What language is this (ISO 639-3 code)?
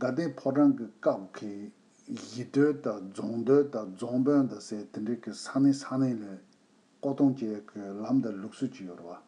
bod